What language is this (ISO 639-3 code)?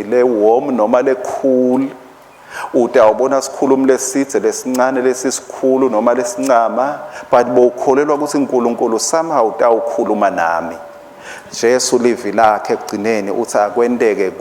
ssw